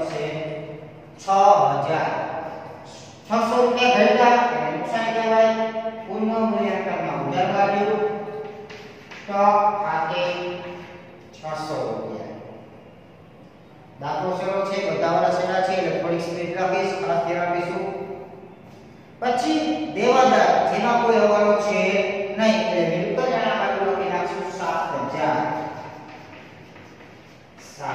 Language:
Gujarati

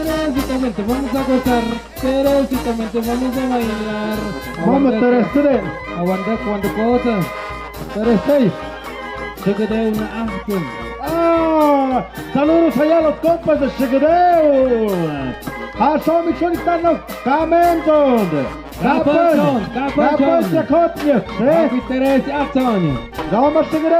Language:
Tlahuitoltepec Mixe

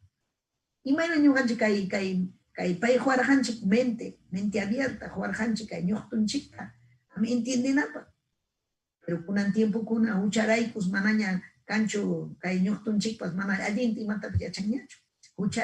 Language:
Ayacucho Quechua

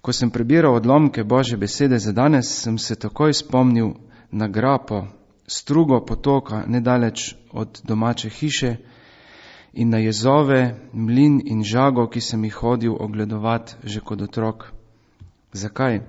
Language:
Slovenian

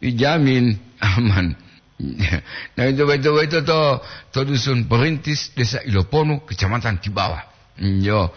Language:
Gorontalo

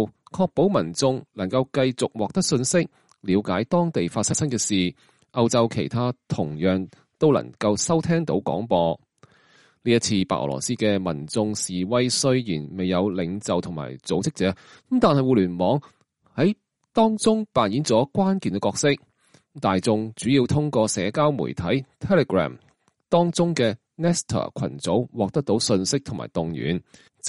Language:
Cantonese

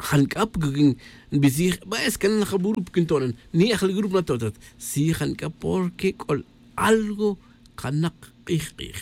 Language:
Tz'utujil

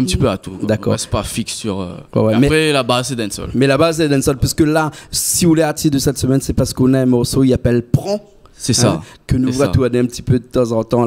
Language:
Réunion Creole French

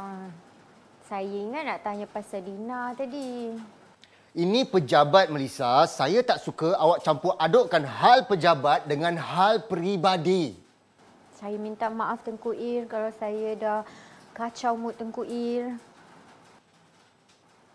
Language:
Malay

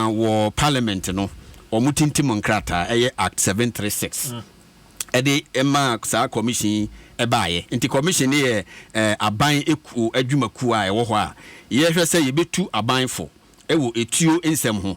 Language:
Akan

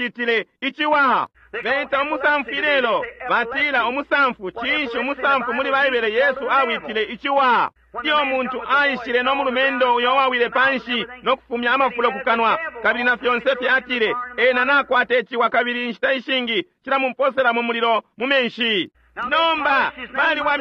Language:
Bemba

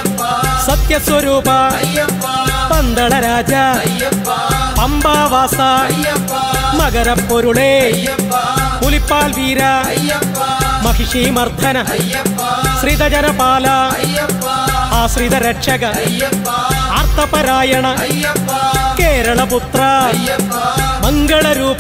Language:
Malayalam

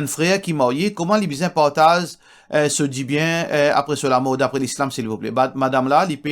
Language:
Morisyen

